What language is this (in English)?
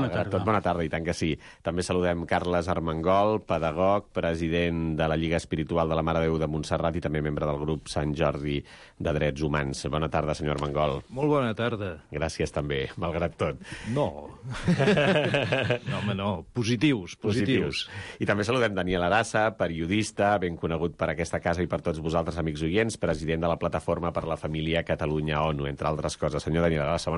Catalan